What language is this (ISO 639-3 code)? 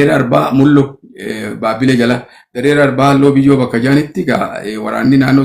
orm